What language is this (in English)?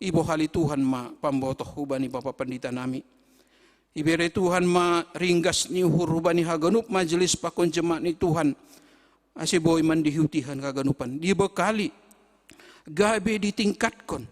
Batak Simalungun